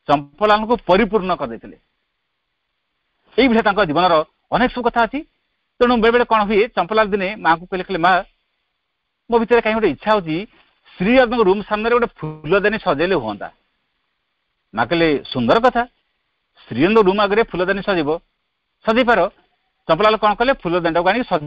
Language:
Odia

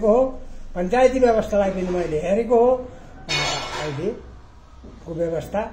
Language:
Nepali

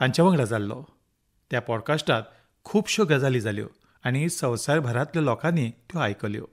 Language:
Konkani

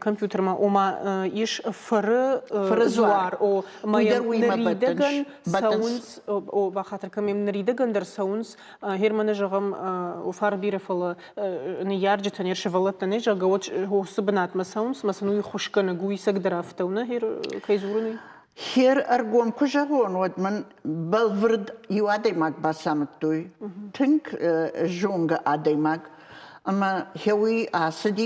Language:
Ossetic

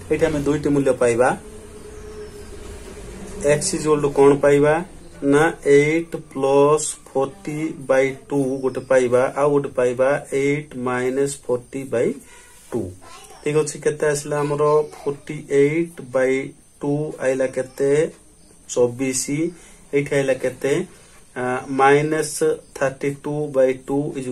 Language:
Odia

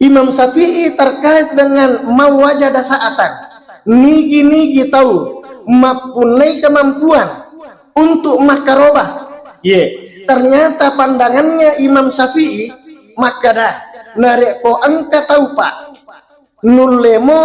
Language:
Buginese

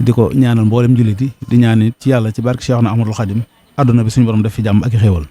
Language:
Wolof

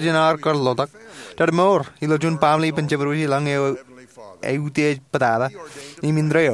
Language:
Marshallese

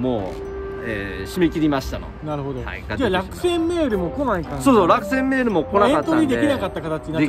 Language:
Japanese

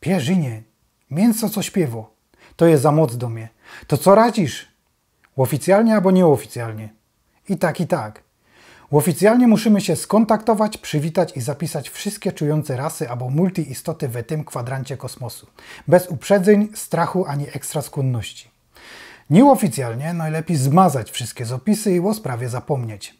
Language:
Silesian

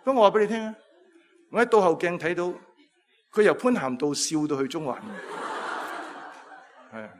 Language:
Cantonese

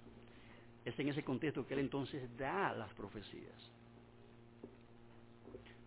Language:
Spanish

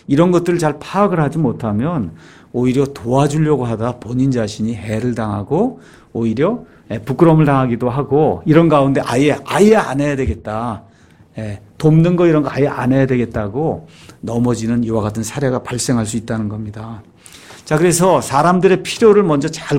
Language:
Korean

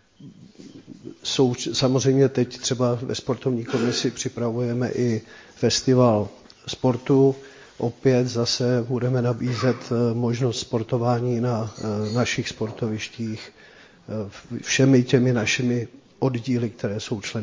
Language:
Czech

